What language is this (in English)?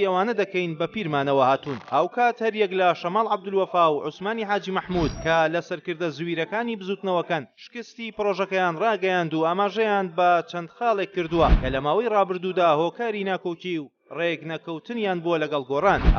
Central Kurdish